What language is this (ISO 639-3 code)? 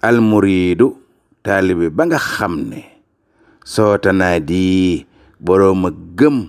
wol